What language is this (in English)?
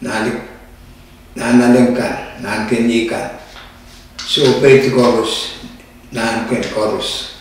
Pohnpeian